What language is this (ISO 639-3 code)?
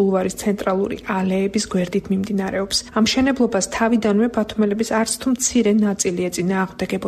kat